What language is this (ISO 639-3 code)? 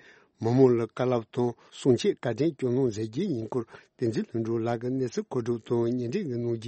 bod